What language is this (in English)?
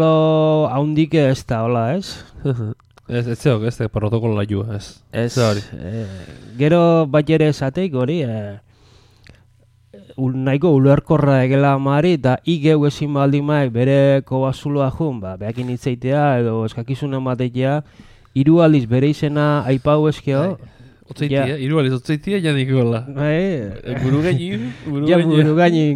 Basque